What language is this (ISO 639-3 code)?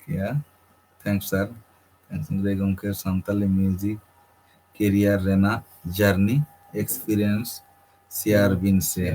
sat